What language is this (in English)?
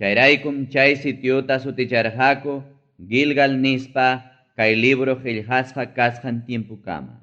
Ayacucho Quechua